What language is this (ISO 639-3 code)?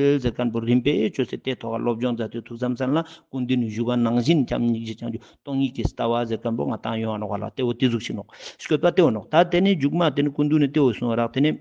lbj